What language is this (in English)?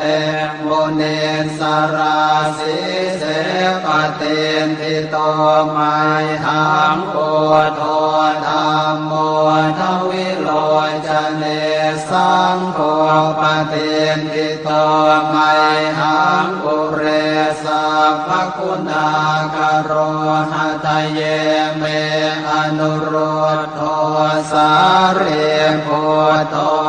Pali